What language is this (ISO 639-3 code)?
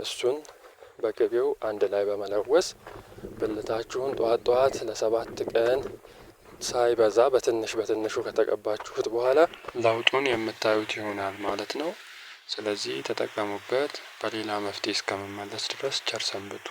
amh